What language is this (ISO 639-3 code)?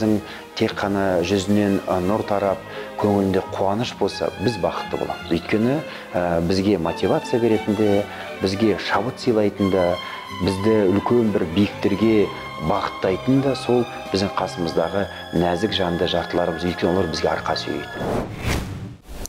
kaz